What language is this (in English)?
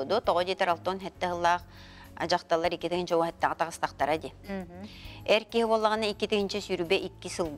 Yakut